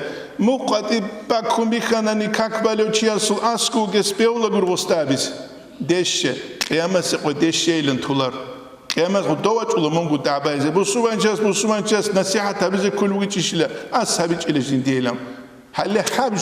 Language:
Avaric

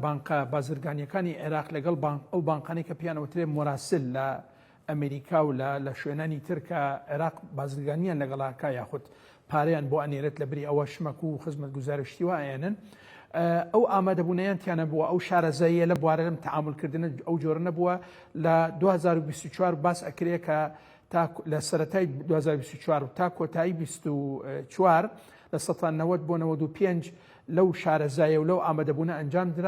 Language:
Central Kurdish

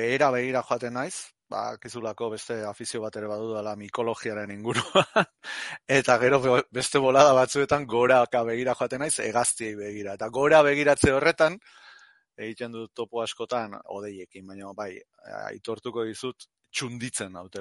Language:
Basque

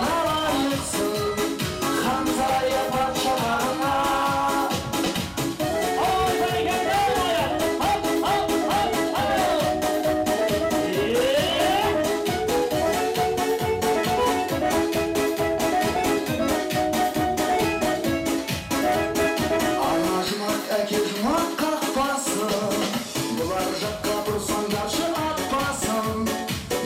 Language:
Kazakh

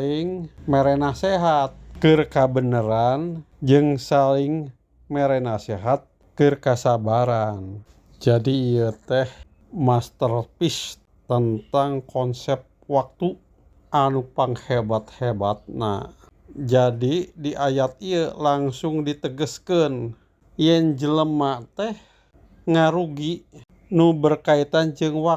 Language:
Sundanese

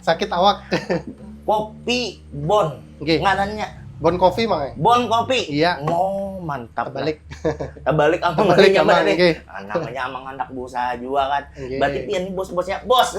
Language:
Banjar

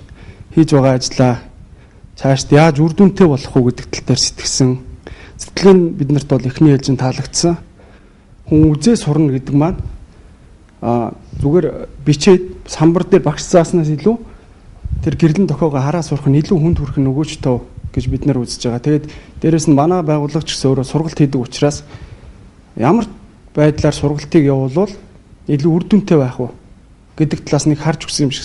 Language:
Mongolian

